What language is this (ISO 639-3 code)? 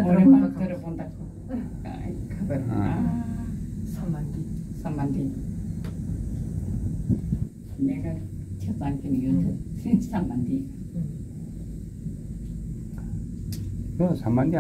kor